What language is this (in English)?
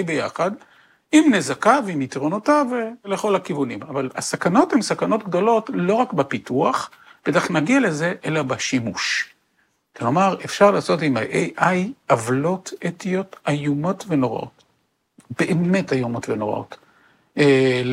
Hebrew